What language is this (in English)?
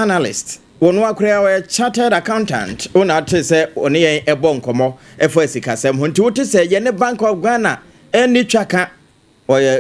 Akan